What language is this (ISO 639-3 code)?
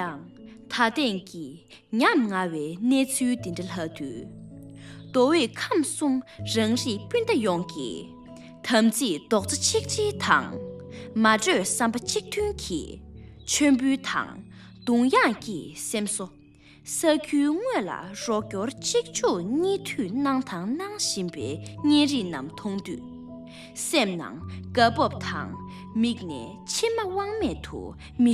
bod